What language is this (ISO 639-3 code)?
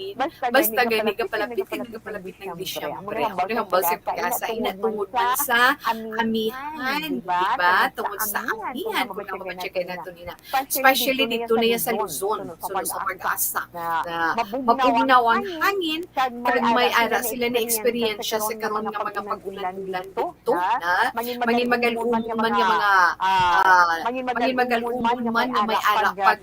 hil